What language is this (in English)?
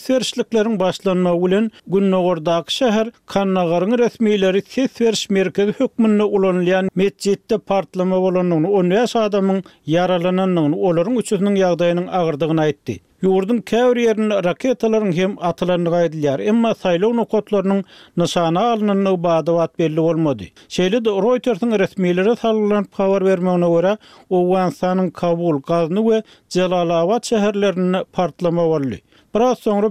Turkmen